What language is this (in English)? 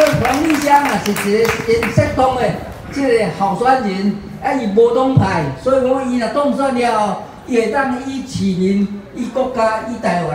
Min Nan Chinese